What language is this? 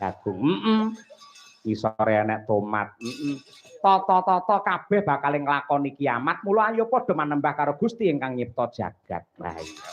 Javanese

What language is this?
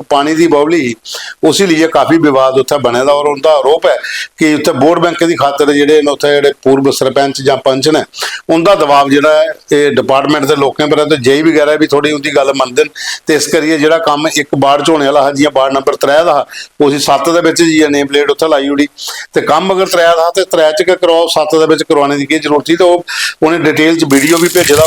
Dogri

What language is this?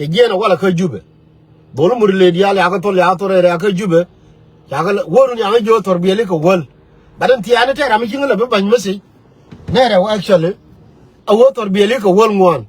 Nuer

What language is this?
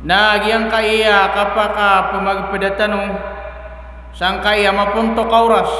Maranao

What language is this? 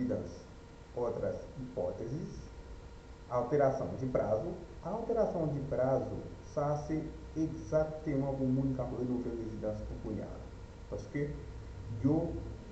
Haitian Creole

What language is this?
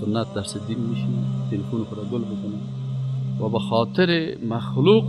Persian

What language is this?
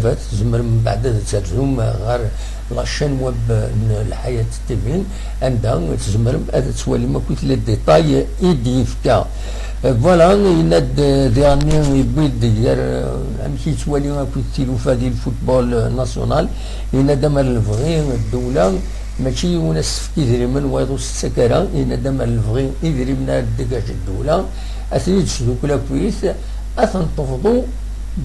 Kabyle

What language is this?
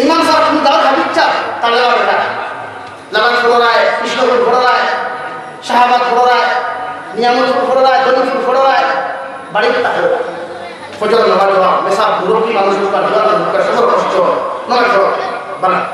Sylheti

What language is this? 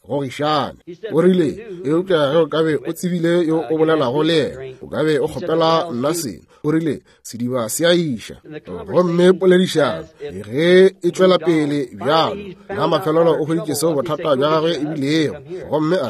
Northern Sotho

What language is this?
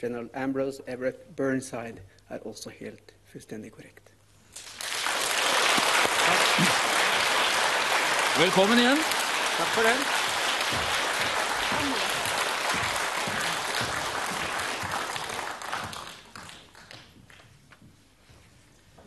Norwegian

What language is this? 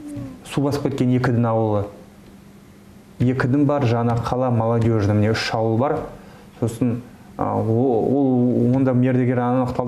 Kazakh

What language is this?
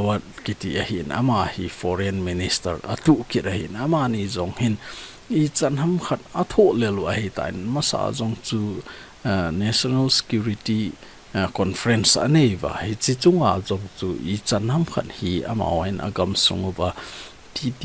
Thado Chin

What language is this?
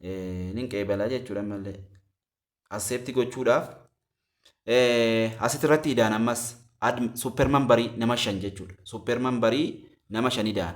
Oromo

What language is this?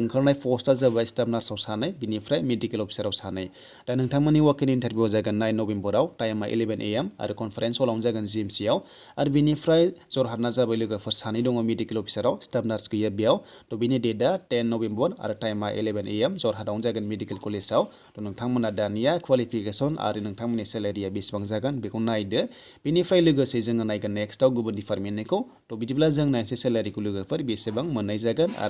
Bodo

